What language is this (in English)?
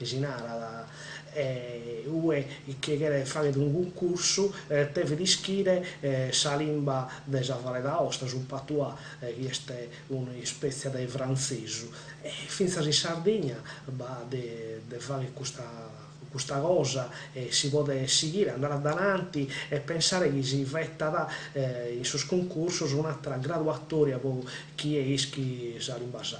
Sardinian